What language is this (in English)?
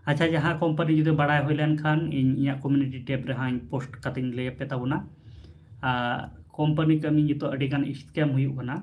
Santali